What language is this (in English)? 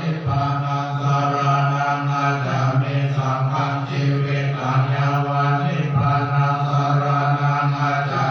Pali